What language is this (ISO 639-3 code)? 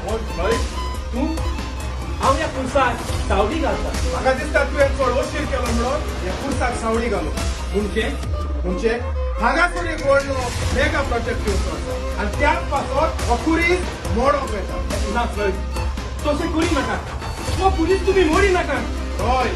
kok